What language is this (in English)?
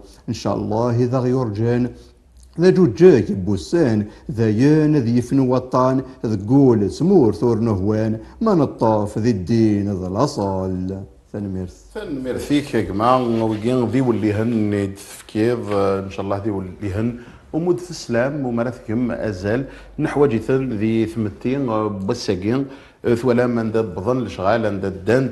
Kabyle